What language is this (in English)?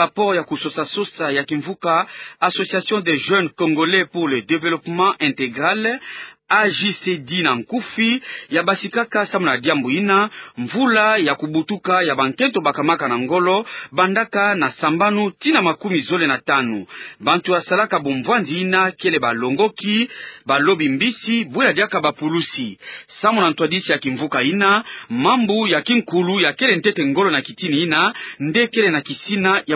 Kituba (Democratic Republic of Congo)